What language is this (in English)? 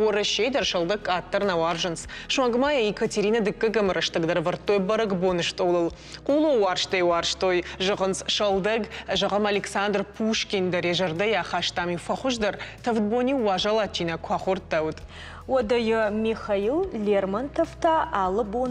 Ossetic